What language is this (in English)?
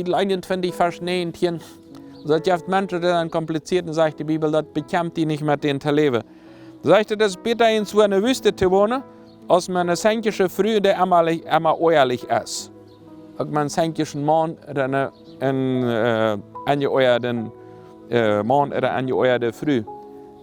Plautdietsch